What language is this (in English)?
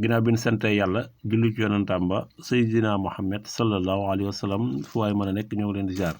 Wolof